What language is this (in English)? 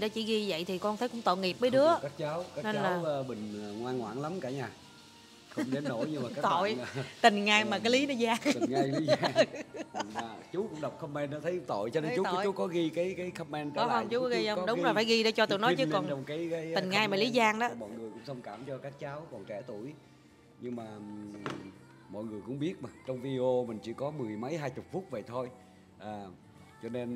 Vietnamese